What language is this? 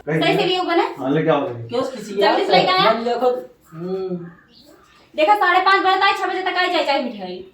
Awadhi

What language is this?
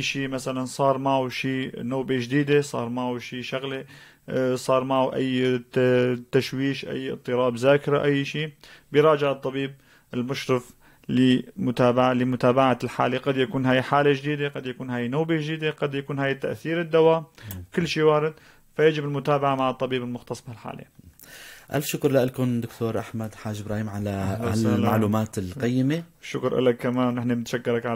North Levantine Arabic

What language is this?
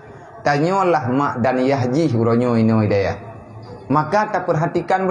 Achinese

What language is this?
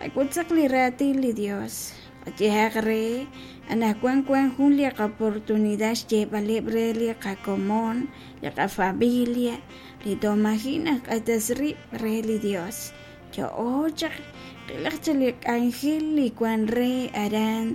Kekchí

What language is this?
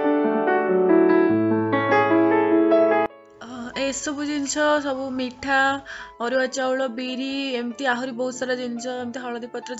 Odia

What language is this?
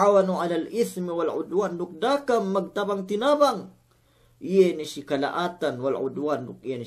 Yakan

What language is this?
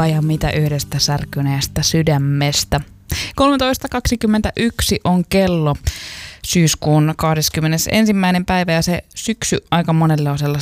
Finnish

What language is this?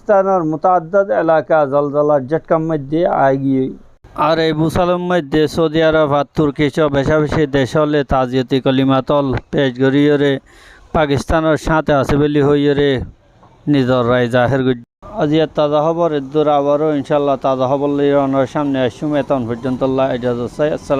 Rohingya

